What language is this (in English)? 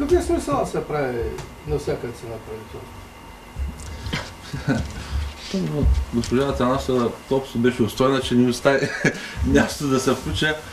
Bulgarian